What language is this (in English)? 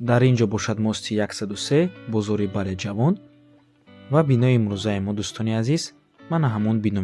Tajik